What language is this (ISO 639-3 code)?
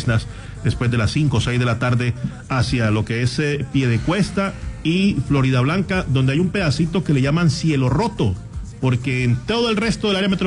spa